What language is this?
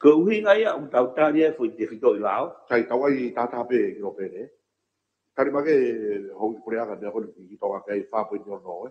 Tongan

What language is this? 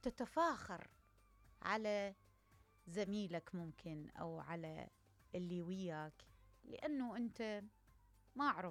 Mesopotamian Arabic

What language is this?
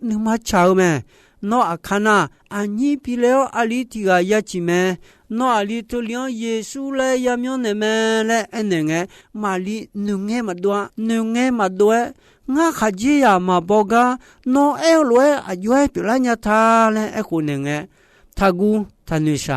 Akha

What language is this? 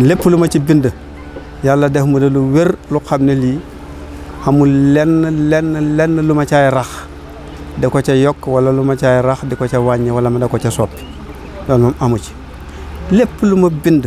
Wolof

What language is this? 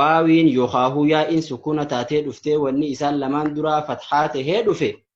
Oromo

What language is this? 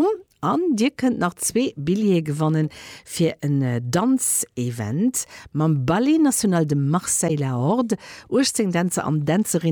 Luxembourgish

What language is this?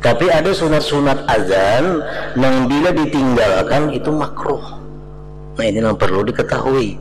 Banjar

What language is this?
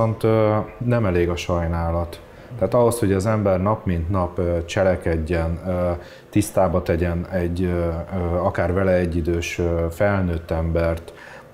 Hungarian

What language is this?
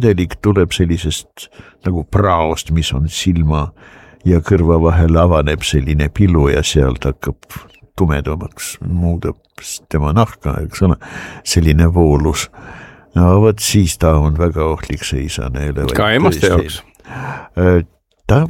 Estonian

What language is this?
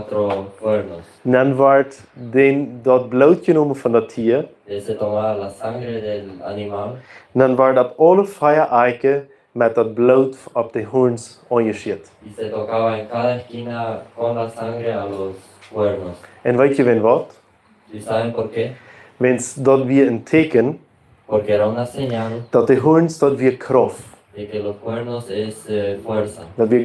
Plautdietsch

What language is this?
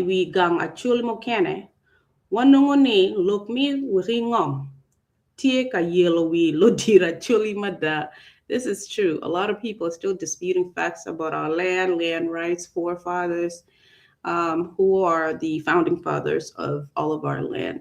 Acoli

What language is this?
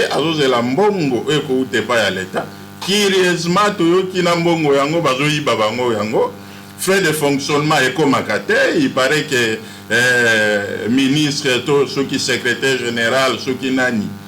Lingala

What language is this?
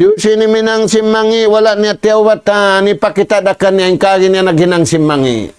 Tausug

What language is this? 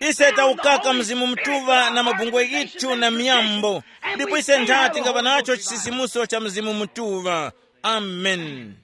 Tumbuka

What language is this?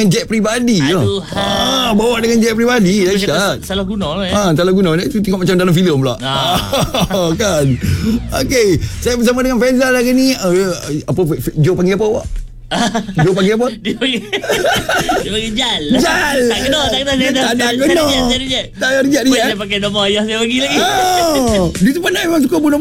Malay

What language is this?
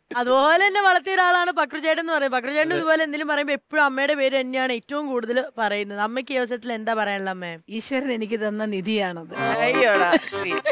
Malayalam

